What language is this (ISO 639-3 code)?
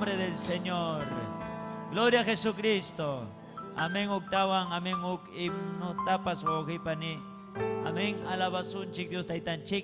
quy